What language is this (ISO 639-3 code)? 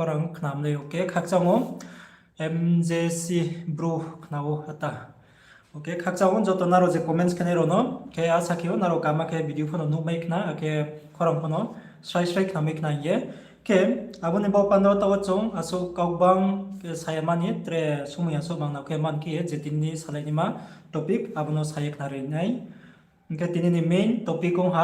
ria